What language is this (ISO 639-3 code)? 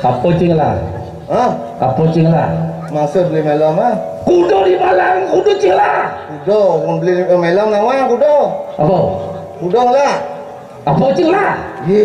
ban